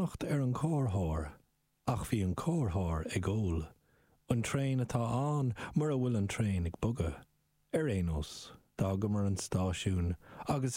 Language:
Irish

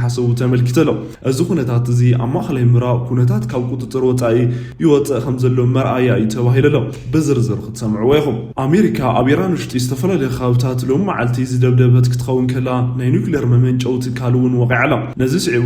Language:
Tigrinya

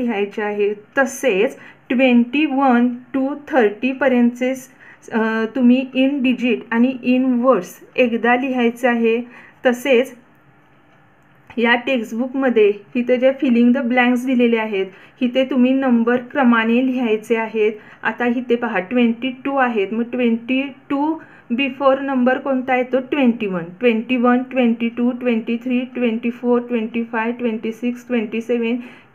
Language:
Marathi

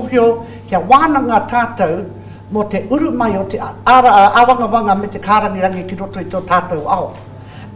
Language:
Māori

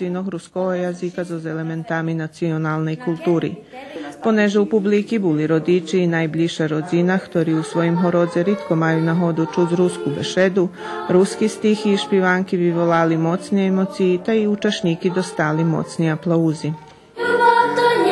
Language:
Rusyn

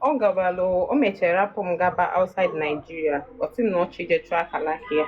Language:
Igbo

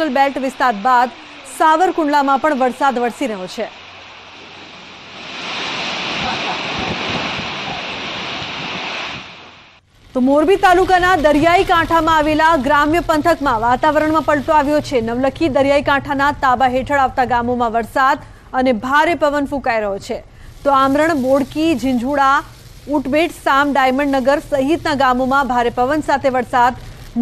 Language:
Gujarati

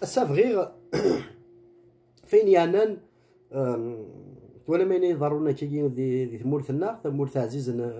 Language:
Kabyle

